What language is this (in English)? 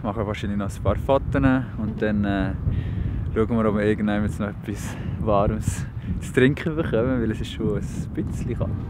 Swiss German